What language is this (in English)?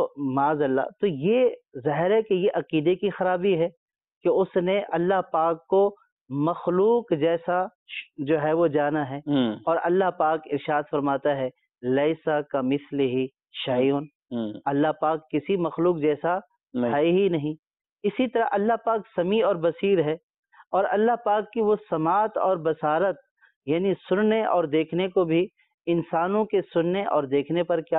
Urdu